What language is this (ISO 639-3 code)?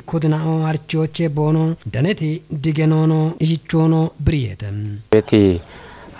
kbr